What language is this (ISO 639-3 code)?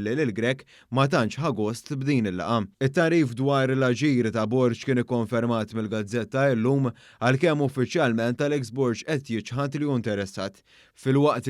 mlt